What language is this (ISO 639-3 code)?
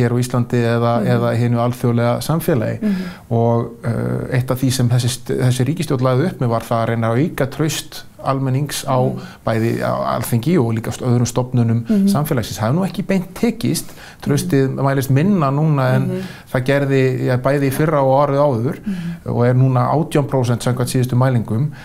isl